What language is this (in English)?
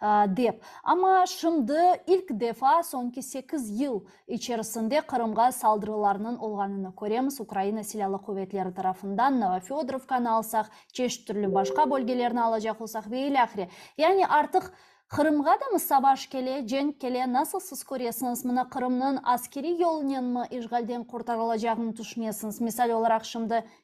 Crimean Tatar